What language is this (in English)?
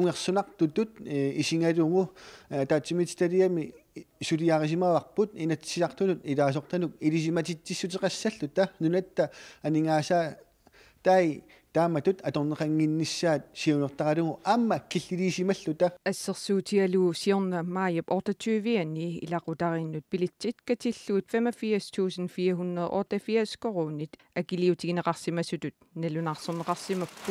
Kalaallisut